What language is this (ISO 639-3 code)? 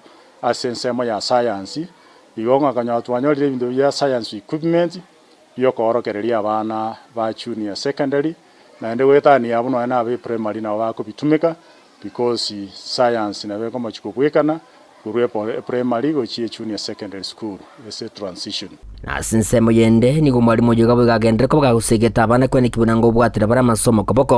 guz